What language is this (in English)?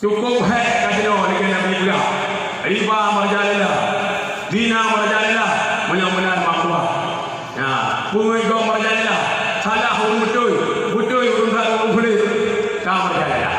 Achinese